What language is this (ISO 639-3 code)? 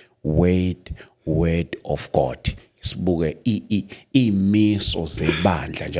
zul